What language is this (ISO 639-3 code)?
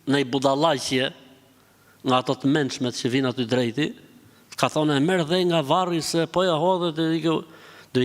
sqi